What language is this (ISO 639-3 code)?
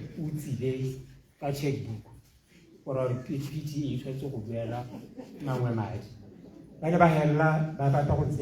tsn